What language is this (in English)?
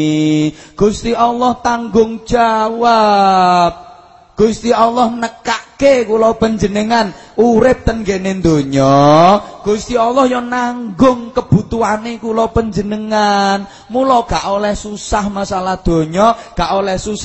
Javanese